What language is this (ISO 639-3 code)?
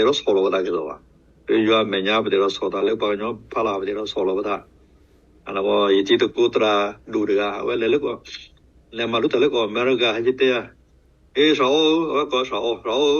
ksw